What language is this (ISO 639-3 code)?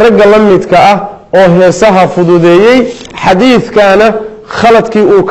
som